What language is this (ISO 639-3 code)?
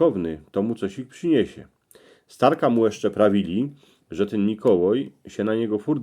szl